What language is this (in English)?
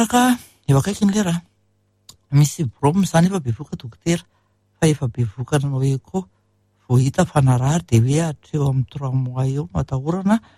Malagasy